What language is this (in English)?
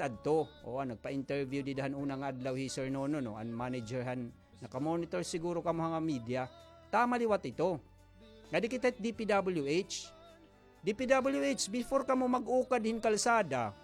Waray